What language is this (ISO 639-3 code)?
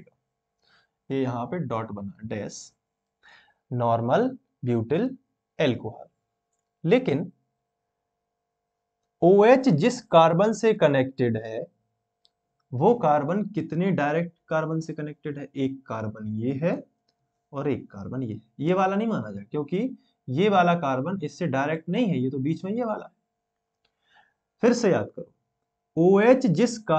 hin